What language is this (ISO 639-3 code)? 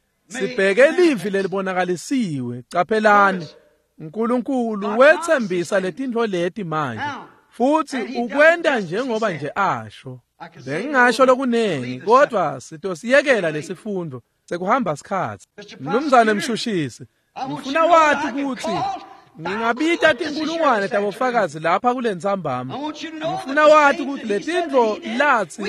ssw